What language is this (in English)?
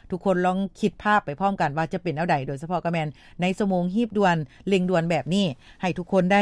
Lao